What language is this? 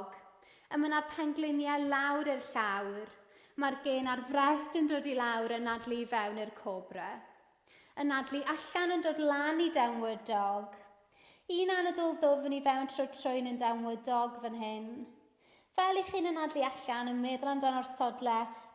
Welsh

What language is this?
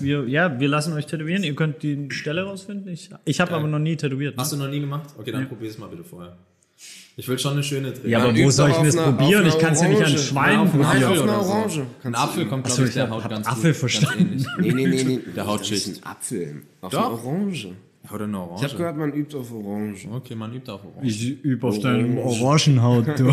German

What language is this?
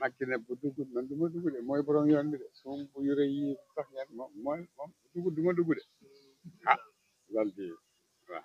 Wolof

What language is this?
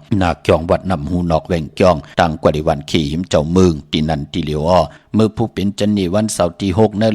Shan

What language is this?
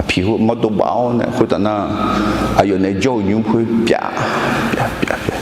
Akha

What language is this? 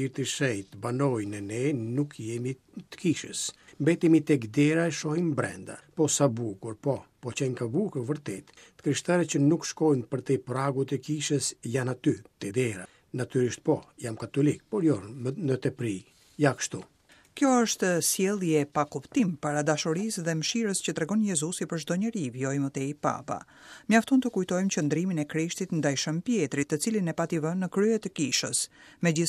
Albanian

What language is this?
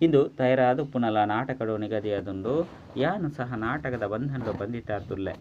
Tulu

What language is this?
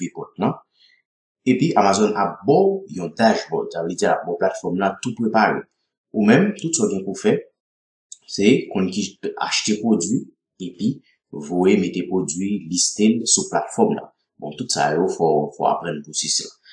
Haitian Creole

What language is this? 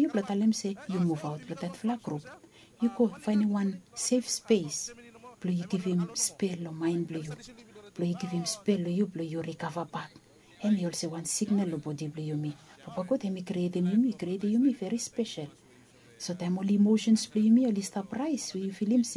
Bislama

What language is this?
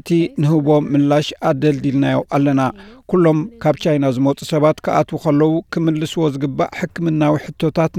Tigrinya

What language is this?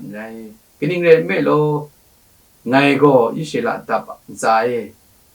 Kachin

